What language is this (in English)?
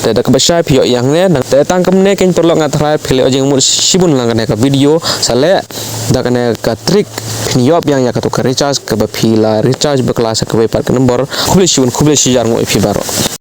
Khasi